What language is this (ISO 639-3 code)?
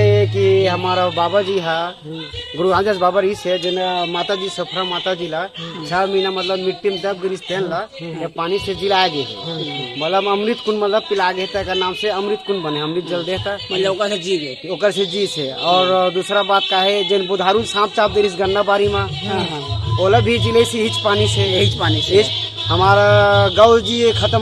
hne